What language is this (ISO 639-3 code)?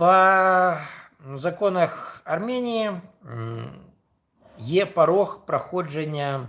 bel